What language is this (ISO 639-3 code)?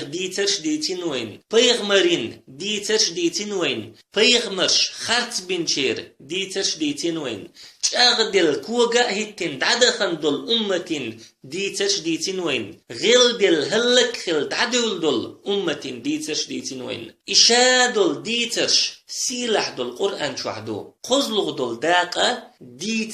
che